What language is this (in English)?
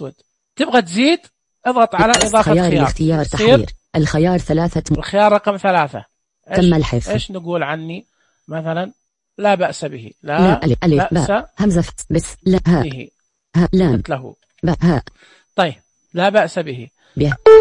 Najdi Arabic